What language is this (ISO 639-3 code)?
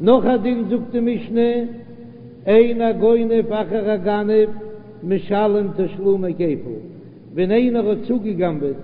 yid